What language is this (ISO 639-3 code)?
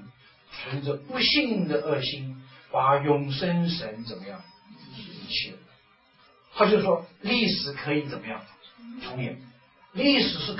zho